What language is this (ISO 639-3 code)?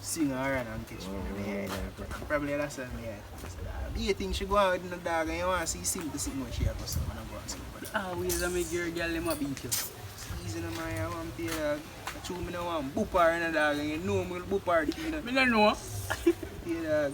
jam